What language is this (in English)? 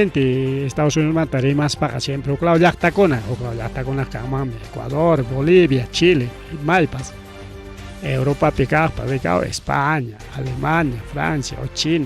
Ayacucho Quechua